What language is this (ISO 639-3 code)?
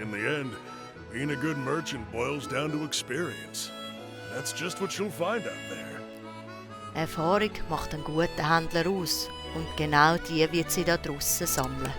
gsw